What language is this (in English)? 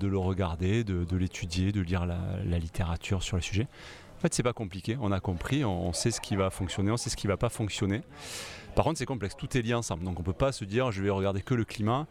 French